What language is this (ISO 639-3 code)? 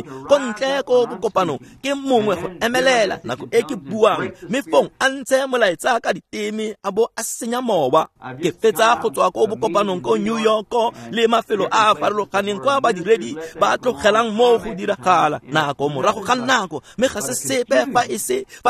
tsn